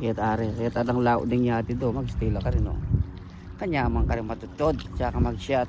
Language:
Pampanga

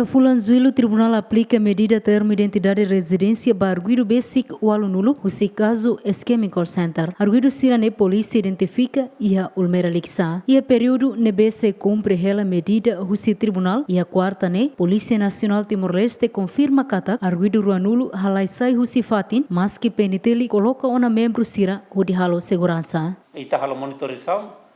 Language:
Tetum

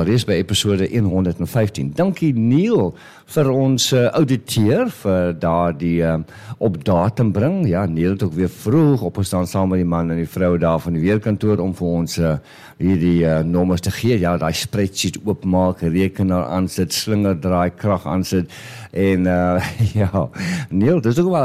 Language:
Afrikaans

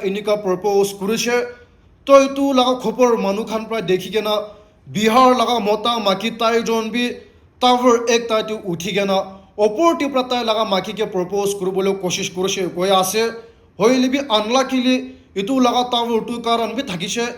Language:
Naga Pidgin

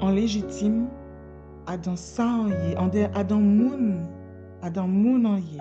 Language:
Guadeloupean Creole French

